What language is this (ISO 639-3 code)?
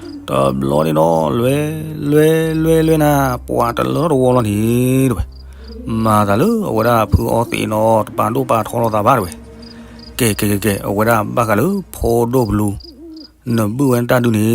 ksw